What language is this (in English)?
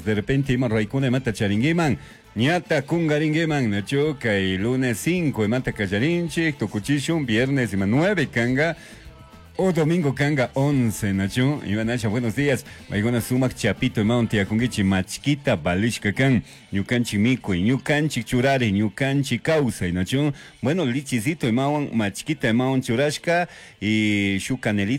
Chimborazo Highland Quichua